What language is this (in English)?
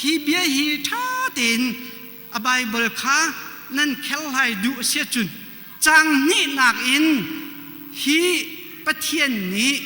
Hakha Chin